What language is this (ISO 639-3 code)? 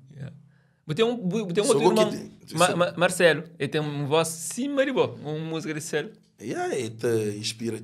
kea